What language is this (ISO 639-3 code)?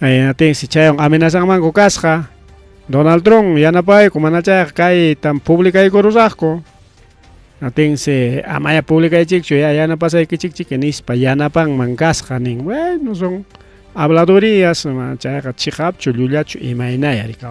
quy